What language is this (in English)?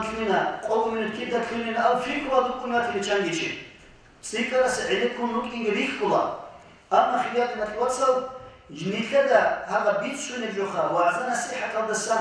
Avaric